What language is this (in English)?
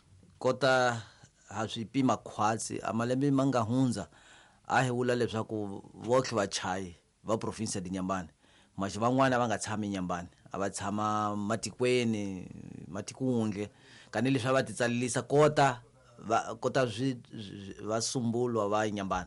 Tsonga